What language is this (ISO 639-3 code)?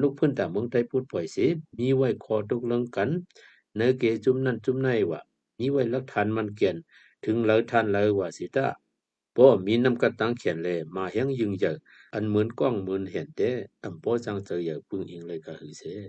shn